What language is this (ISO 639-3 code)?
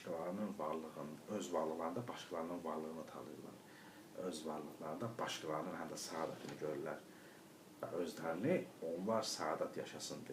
aze